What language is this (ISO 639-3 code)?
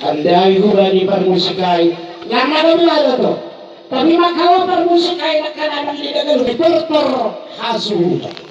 bts